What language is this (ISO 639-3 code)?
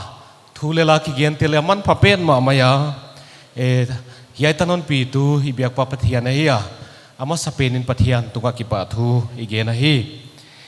pck